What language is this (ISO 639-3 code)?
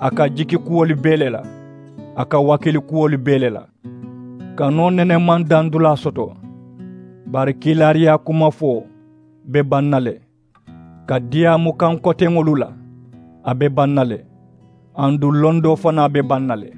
man